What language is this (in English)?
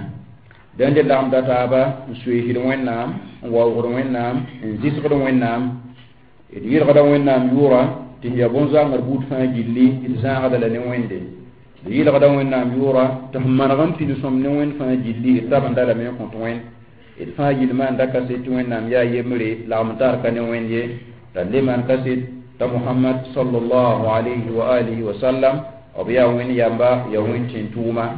Mossi